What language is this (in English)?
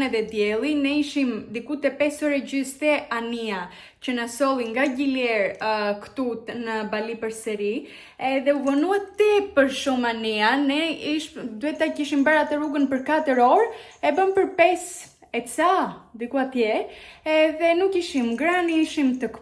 Albanian